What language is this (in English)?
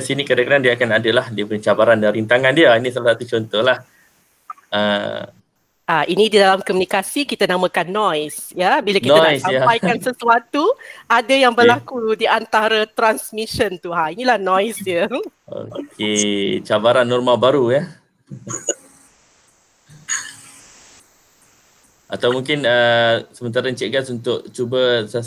Malay